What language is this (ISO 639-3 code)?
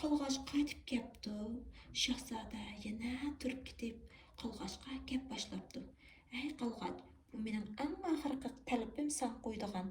uig